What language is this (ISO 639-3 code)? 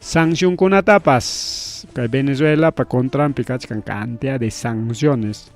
quy